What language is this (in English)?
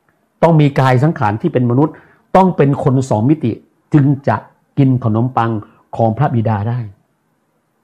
Thai